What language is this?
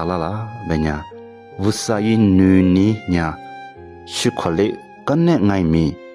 Lisu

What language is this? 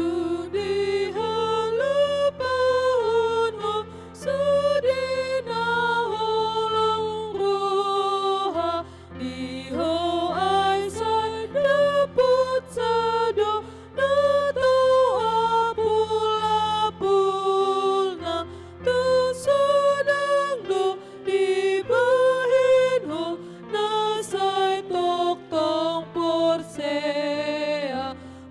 Batak Toba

